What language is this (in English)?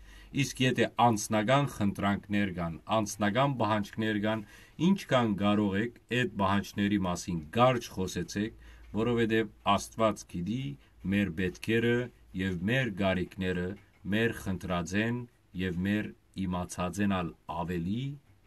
Western Armenian